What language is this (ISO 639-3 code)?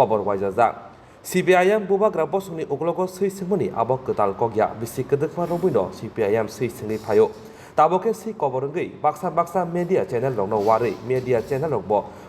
trp